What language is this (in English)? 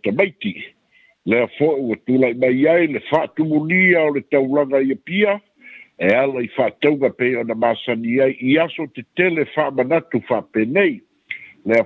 Samoan